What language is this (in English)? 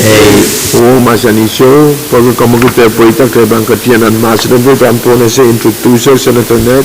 Pohnpeian